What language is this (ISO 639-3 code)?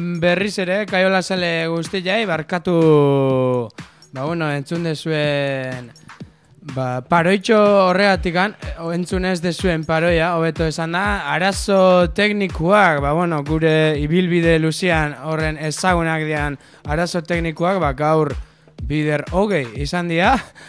eus